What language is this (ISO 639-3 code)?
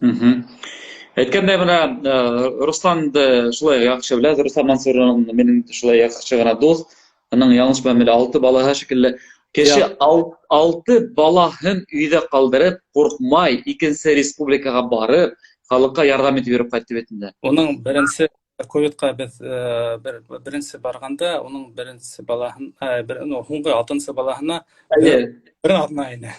bak